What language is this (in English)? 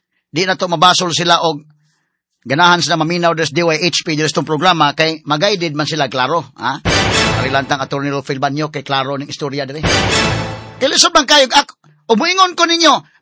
Cebuano